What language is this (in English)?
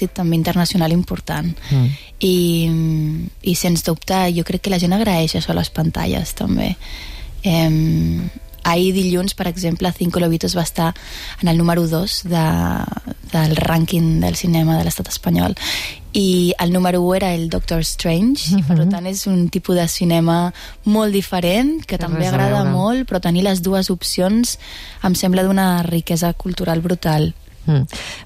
Catalan